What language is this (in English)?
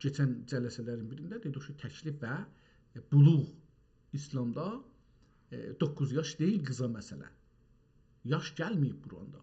South Azerbaijani